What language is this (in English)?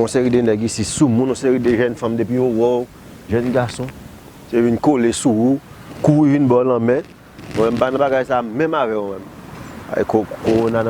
Haitian Creole